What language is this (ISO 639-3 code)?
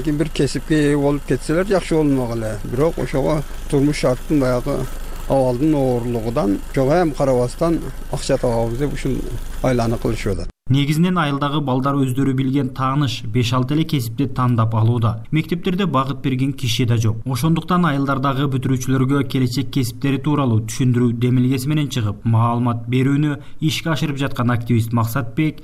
kir